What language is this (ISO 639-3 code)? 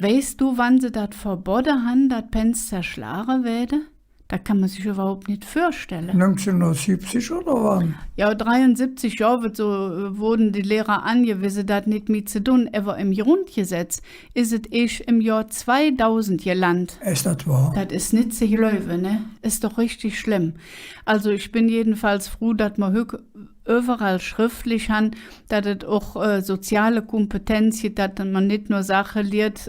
ksh